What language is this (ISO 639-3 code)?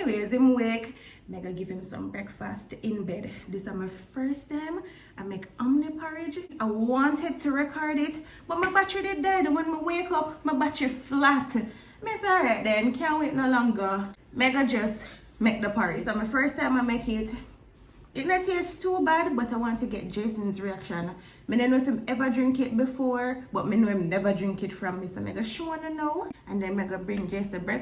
jam